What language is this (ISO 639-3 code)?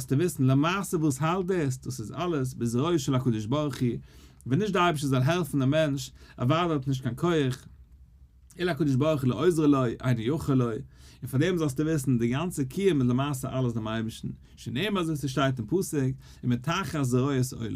yid